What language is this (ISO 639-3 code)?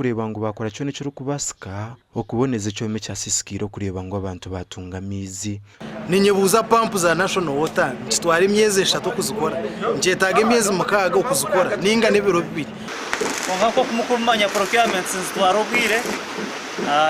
nyn